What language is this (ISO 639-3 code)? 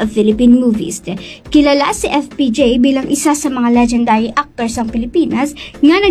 hil